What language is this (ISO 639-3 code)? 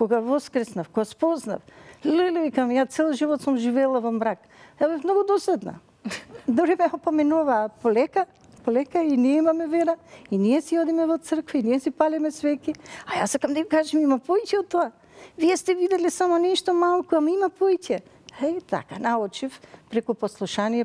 mkd